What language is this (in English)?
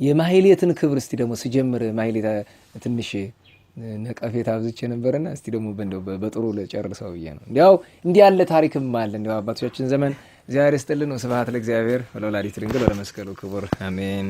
Amharic